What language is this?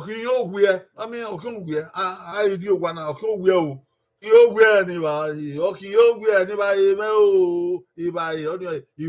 Bini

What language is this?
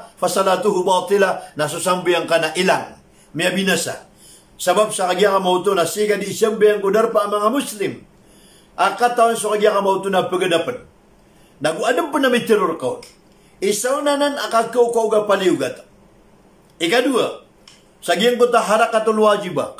Maranao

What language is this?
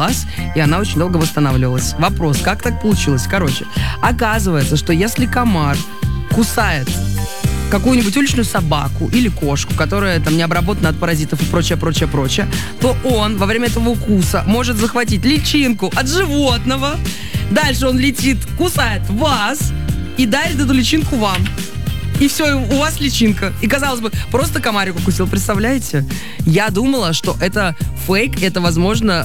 Russian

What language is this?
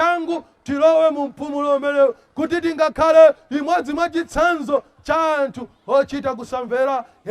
Nyanja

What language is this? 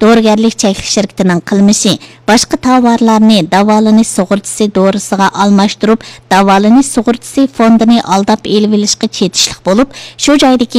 Uyghur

